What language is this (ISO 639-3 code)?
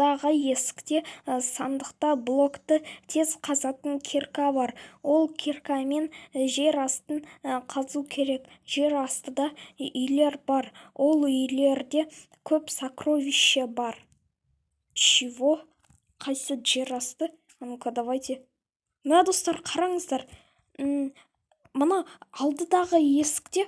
kaz